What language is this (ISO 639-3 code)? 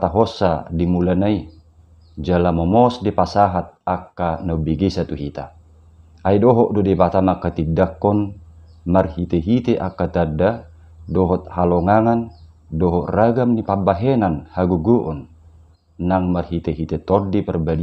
bbc